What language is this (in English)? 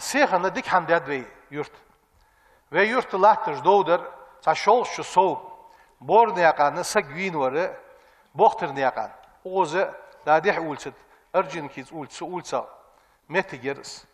Ingush